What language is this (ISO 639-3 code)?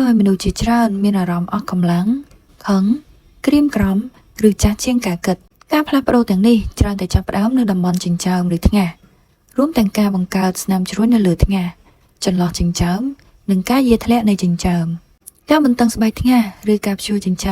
khm